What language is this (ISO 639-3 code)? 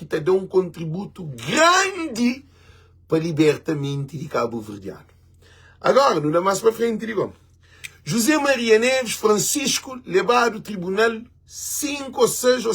kea